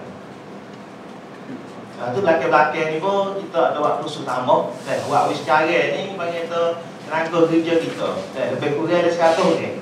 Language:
Malay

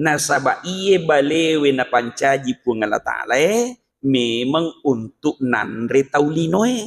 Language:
Buginese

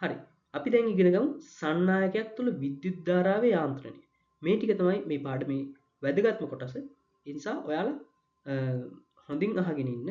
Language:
Sinhala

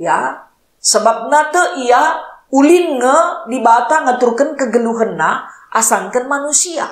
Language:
Batak Karo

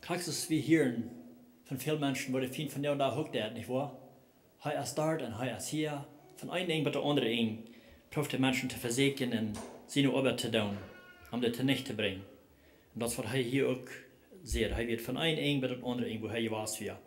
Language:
Plautdietsch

